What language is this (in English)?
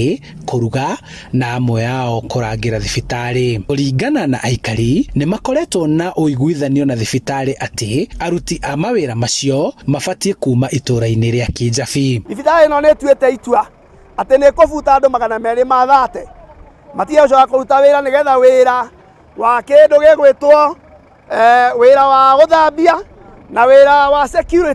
Kikuyu